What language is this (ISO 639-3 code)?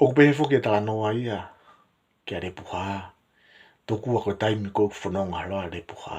ton